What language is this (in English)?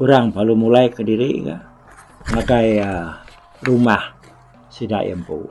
Iban